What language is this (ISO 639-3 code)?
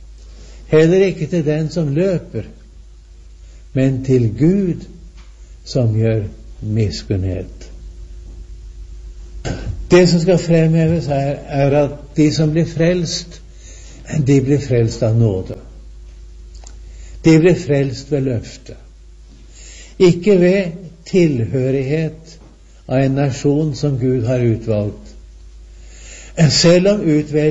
nor